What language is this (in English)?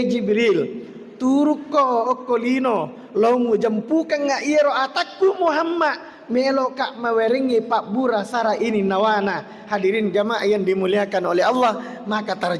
Buginese